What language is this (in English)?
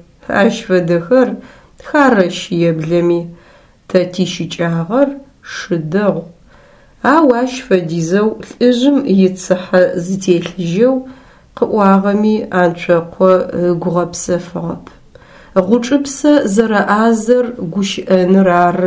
Adyghe